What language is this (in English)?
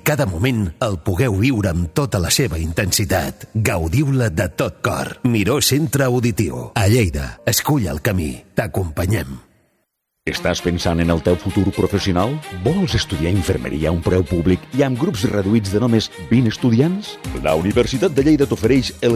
Catalan